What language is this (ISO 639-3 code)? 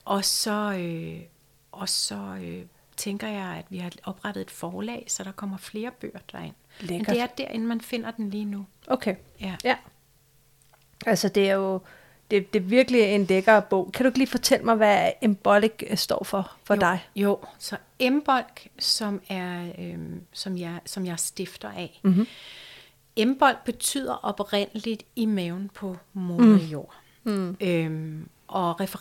dan